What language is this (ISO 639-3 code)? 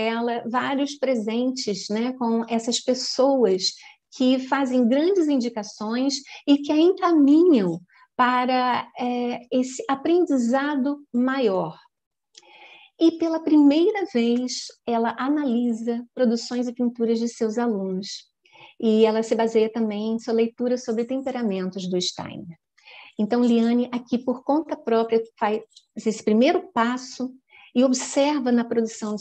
por